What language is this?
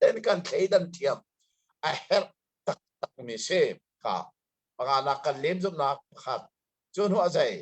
Hakha Chin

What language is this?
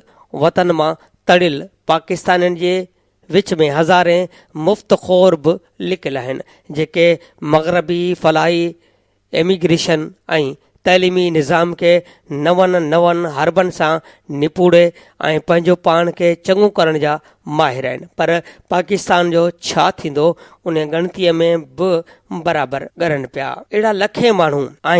Sindhi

